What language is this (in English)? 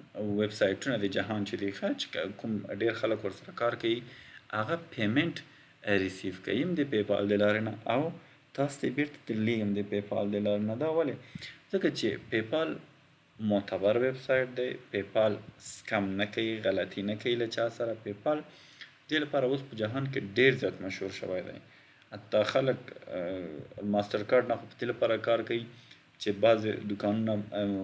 Pashto